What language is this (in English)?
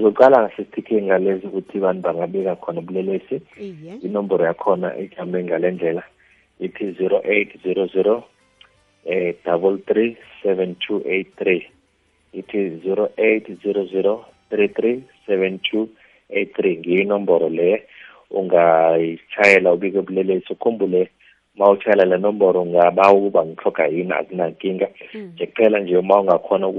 South Ndebele